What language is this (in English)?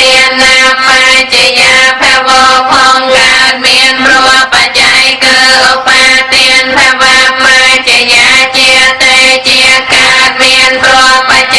Khmer